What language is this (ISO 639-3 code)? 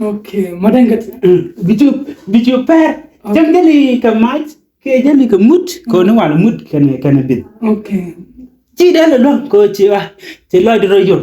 nus